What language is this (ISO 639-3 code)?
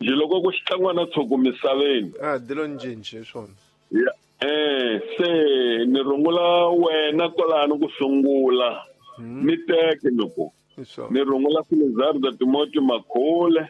tso